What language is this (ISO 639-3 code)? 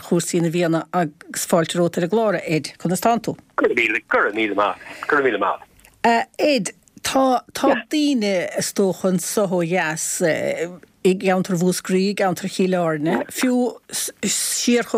gle